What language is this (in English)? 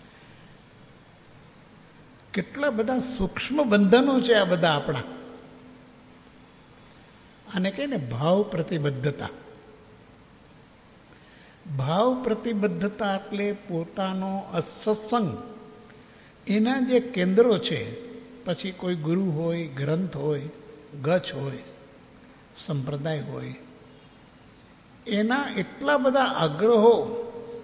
Gujarati